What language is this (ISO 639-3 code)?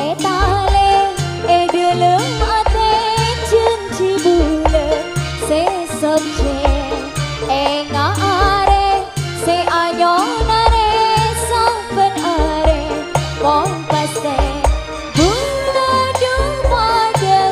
mad